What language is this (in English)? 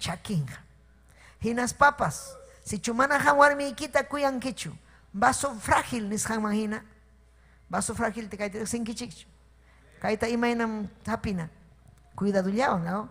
Ayacucho Quechua